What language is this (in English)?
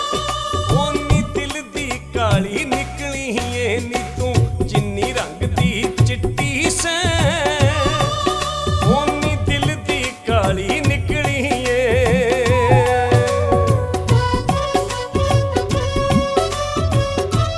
Punjabi